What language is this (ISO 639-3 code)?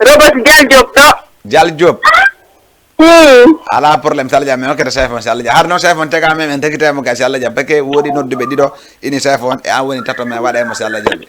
ful